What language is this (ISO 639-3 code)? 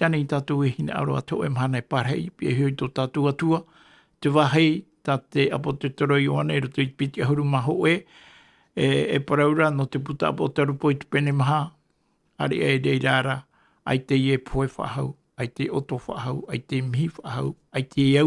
tah